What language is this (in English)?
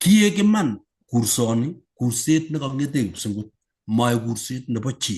Kalenjin